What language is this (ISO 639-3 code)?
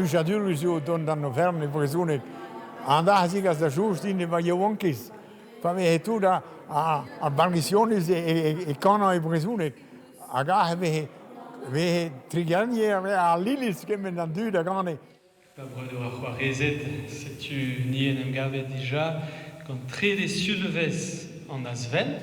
bre